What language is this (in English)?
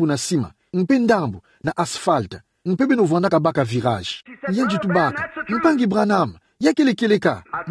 Kituba (Democratic Republic of Congo)